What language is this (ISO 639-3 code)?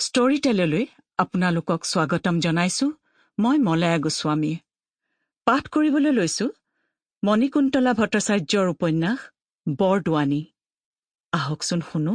asm